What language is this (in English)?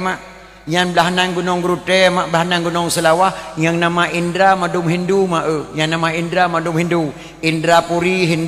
Achinese